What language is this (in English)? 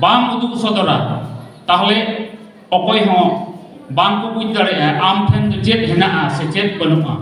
Santali